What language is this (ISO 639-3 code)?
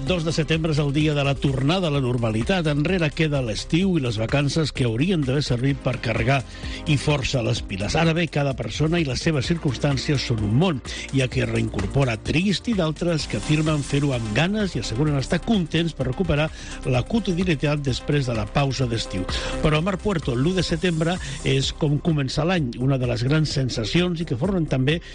cat